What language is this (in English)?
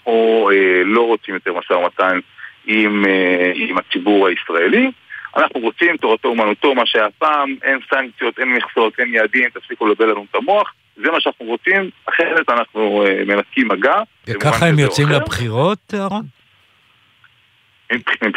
Hebrew